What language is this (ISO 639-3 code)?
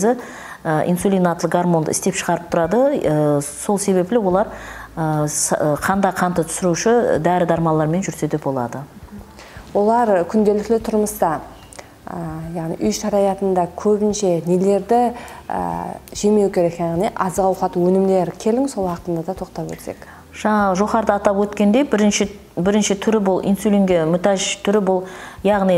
kaa